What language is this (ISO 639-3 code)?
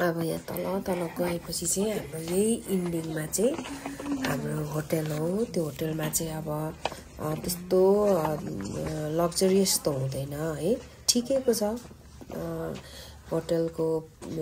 nep